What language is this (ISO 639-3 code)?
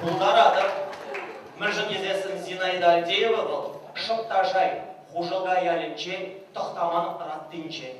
chv